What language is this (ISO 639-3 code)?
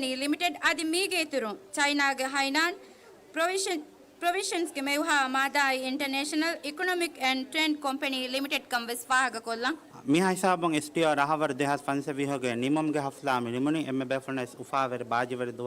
div